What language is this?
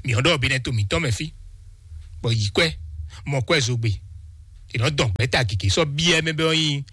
Fon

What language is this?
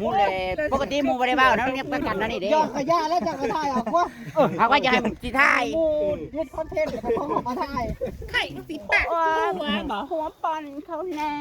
Northeastern Thai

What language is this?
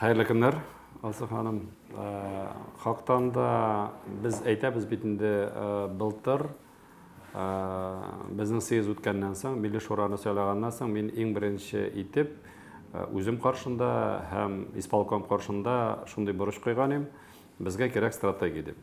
Tatar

